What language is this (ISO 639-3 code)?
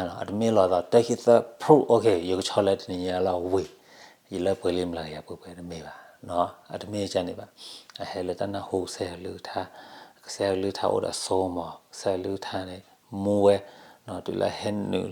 ksw